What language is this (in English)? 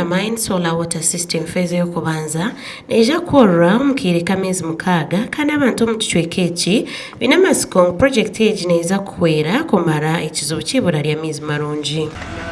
Nyankole